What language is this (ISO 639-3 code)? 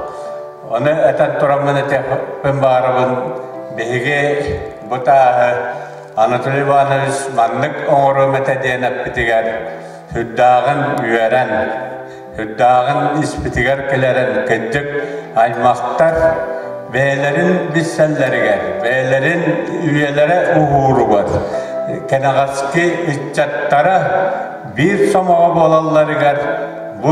sah